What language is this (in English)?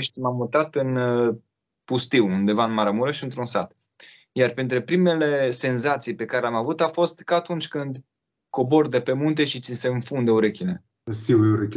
Romanian